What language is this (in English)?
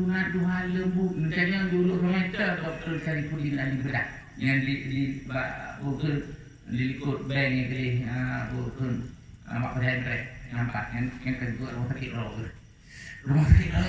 Achinese